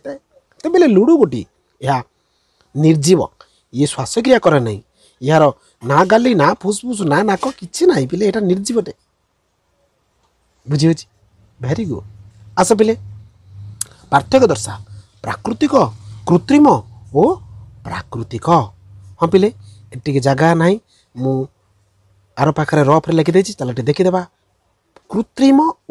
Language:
Odia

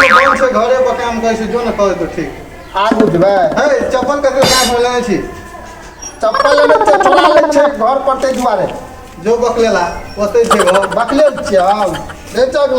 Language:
Maithili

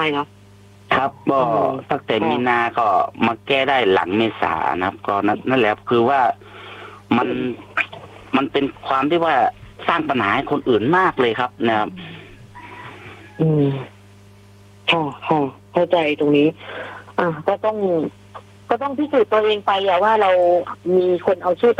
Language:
Thai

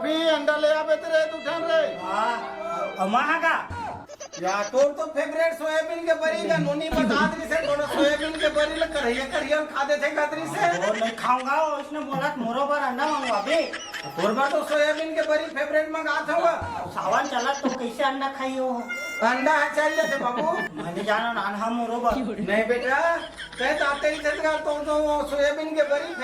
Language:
Chhattisgarhi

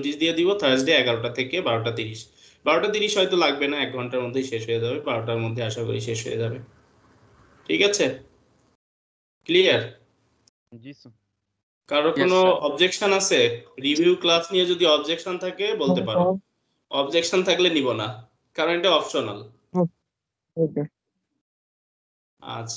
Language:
Bangla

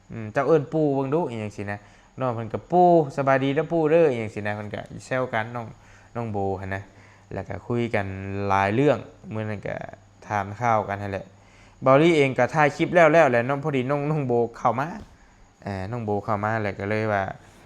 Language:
Lao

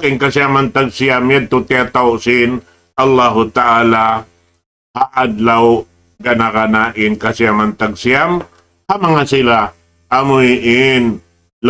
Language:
Tausug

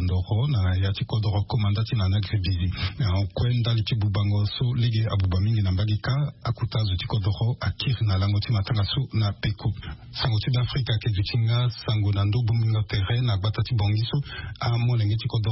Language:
Sango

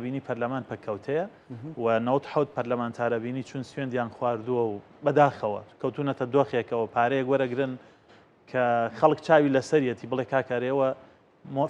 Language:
Central Kurdish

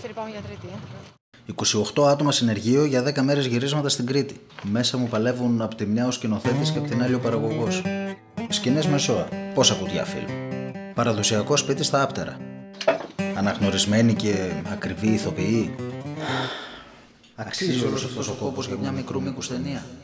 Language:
Greek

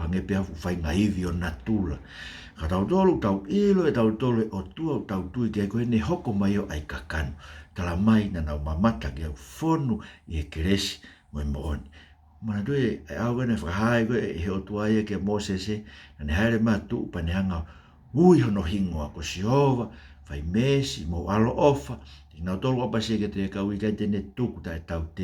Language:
Tongan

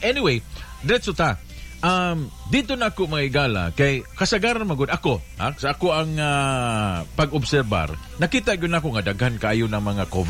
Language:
Cebuano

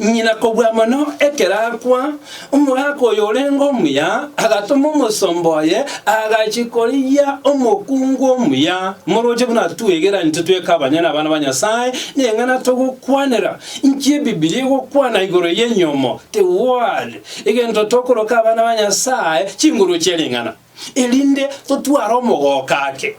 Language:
Gusii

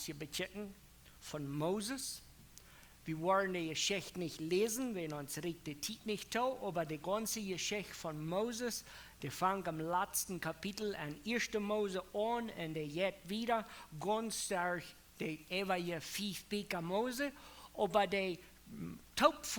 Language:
Plautdietsch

